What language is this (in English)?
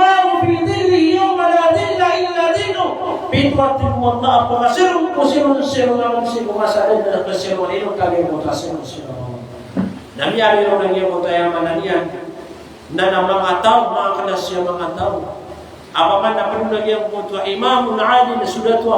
Maranao